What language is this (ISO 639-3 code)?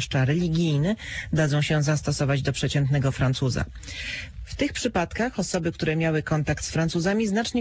pol